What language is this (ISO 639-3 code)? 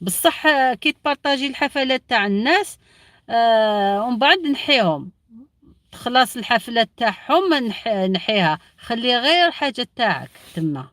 arq